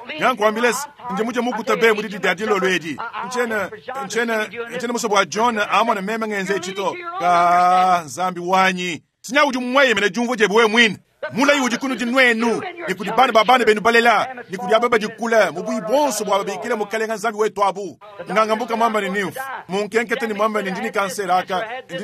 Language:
Luba-Lulua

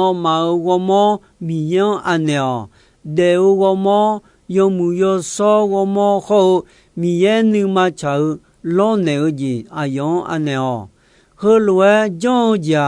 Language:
Akha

